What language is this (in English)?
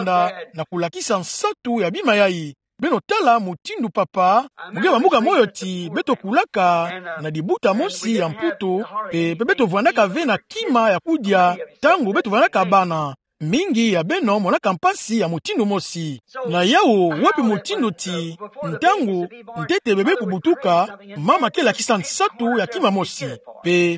Kituba (Democratic Republic of Congo)